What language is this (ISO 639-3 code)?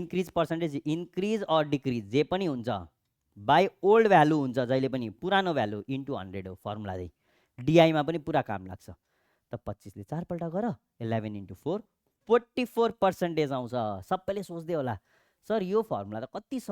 nep